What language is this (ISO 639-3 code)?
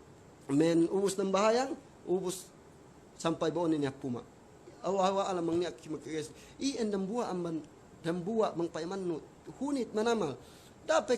yka